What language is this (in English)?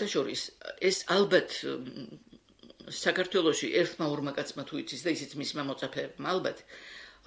Georgian